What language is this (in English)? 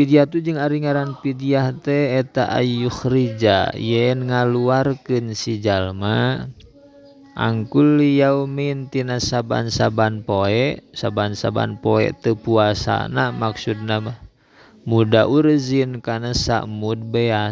Sundanese